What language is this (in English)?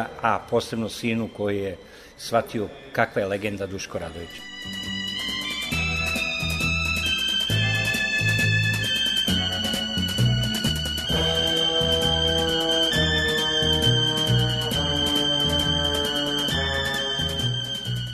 Serbian